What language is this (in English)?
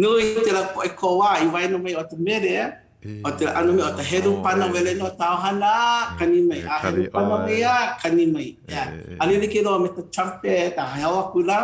Hawaiian